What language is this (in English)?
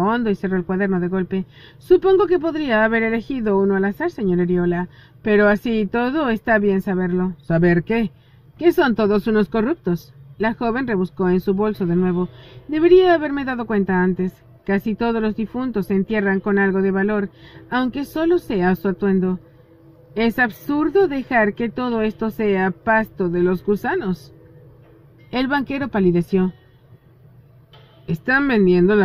Spanish